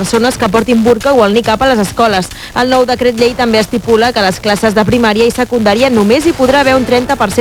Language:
Catalan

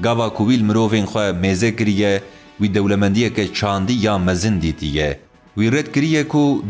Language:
Kurdish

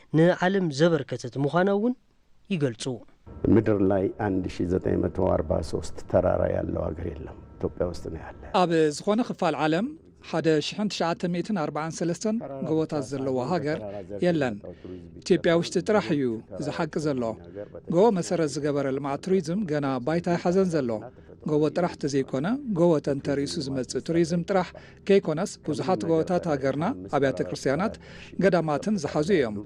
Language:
Tigrinya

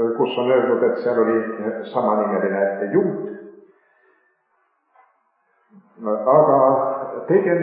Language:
Estonian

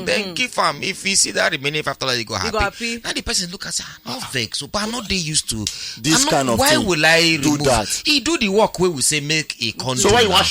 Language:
Nigerian Pidgin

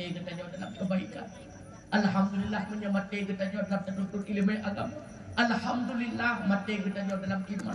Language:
Achinese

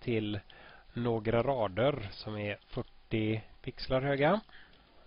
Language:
Swedish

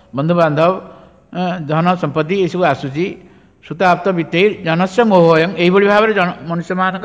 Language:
Odia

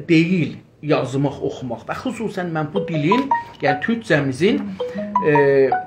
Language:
South Azerbaijani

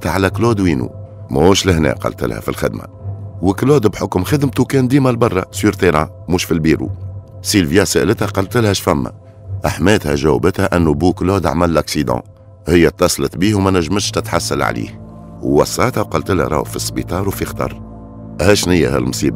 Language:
Tunisian Arabic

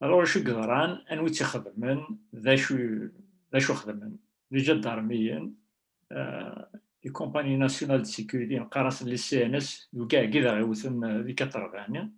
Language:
Kabyle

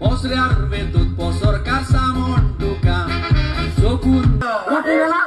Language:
Konkani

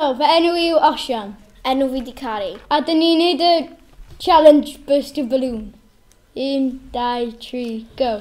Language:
Welsh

